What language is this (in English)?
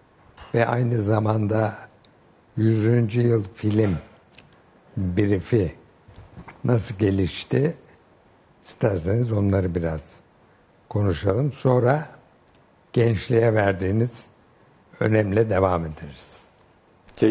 Turkish